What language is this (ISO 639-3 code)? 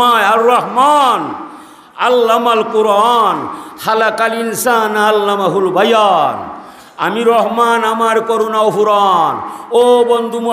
syl